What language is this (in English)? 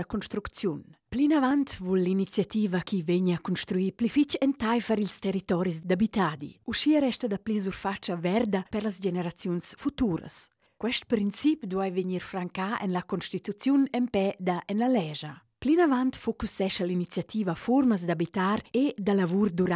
Romansh